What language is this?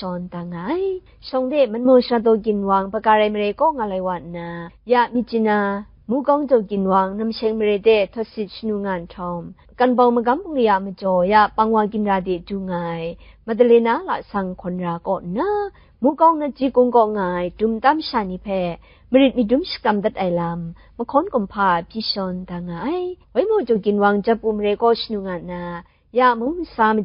Kachin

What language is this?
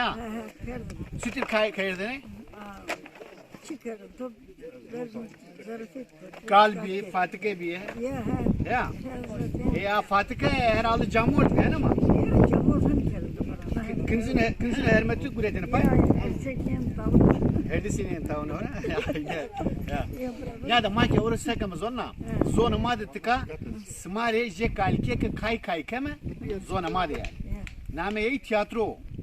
Zaza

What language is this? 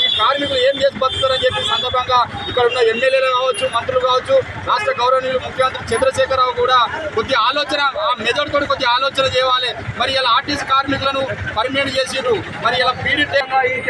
Telugu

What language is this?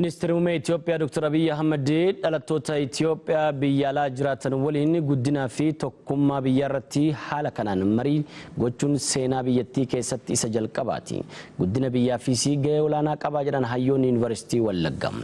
Oromo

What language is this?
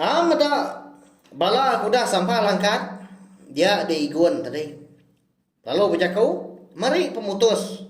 Iban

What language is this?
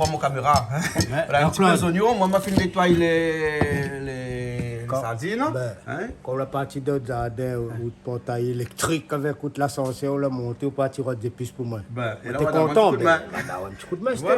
Réunion Creole French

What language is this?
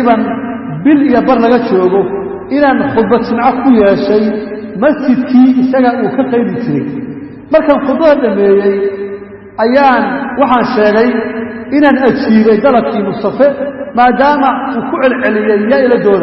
Somali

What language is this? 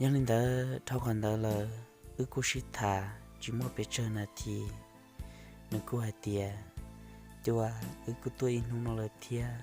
Hmong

